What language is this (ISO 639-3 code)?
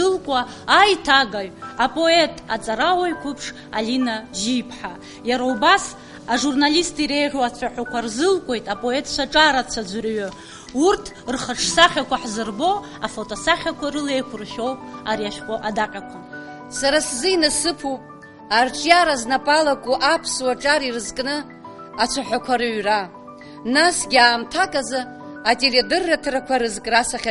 abk